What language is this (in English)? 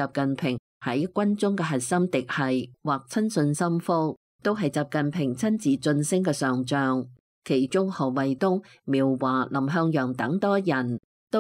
Cantonese